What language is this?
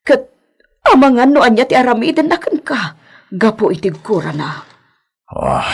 Iloko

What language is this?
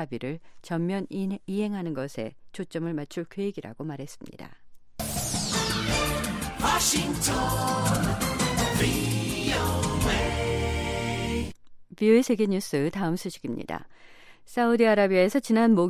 Korean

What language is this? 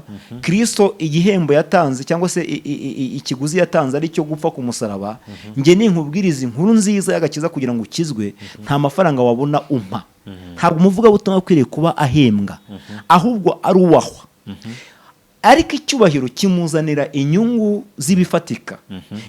Kinyarwanda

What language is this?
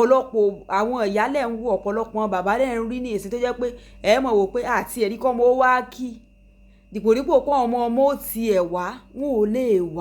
Yoruba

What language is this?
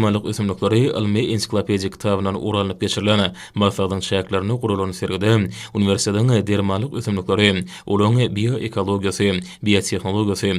Turkmen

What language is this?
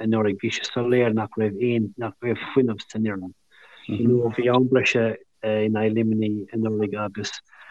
Irish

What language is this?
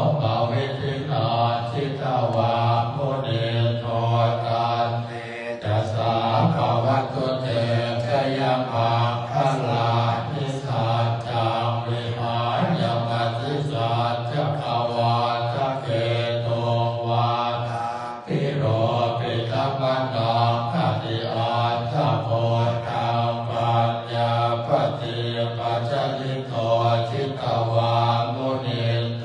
Pali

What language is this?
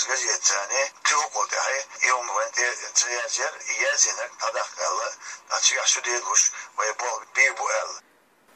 Chechen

